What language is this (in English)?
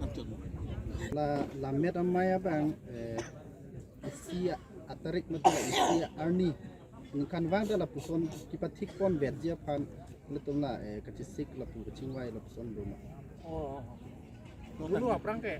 Karbi